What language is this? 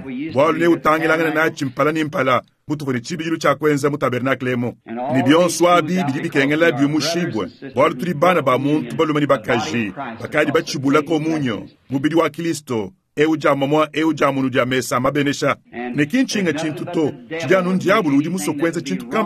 Luba-Lulua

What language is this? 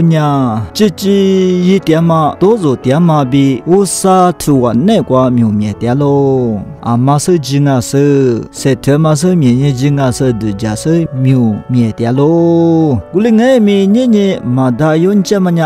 Lisu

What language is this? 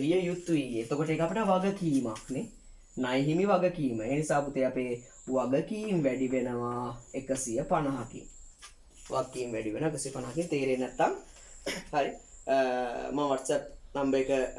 Sinhala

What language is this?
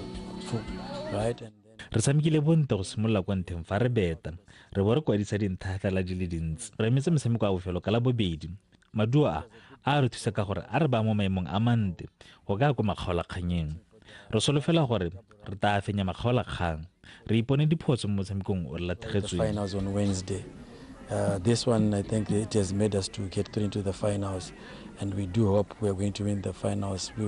Tswana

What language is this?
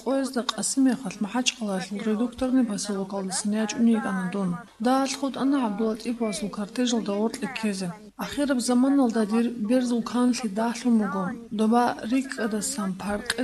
Avaric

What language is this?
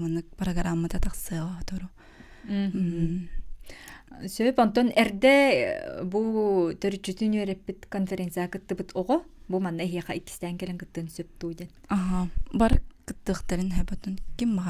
Yakut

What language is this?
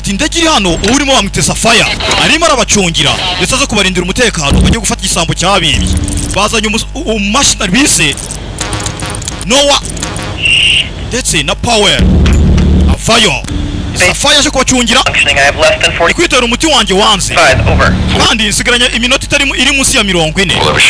Kinyarwanda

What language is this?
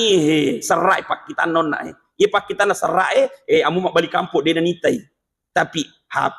Buginese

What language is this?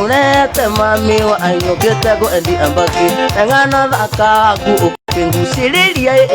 Kikuyu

